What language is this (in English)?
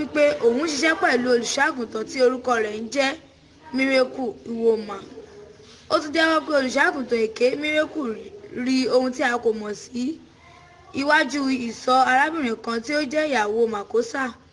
Yoruba